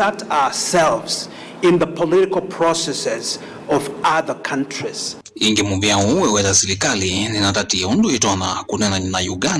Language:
Kamba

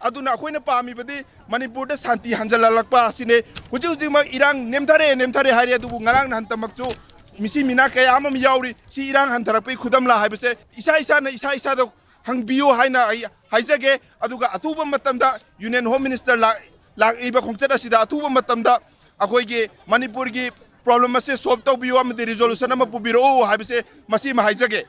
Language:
Manipuri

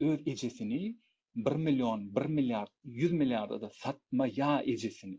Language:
Turkmen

